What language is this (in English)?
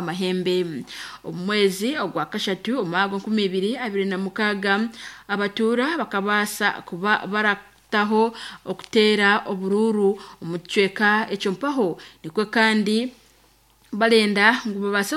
Nyankole